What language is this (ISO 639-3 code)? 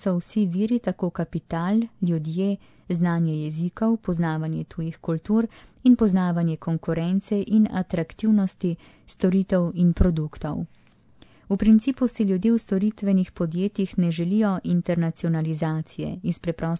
slv